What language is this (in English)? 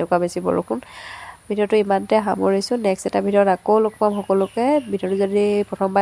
Assamese